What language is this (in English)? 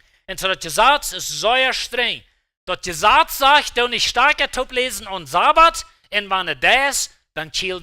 Plautdietsch